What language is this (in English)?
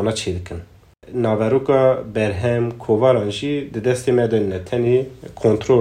Kurdish